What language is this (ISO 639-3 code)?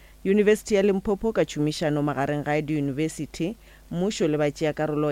nso